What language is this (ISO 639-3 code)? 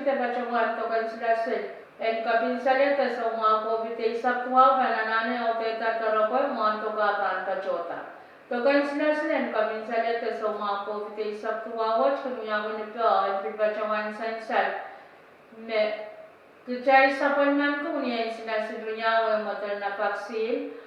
pon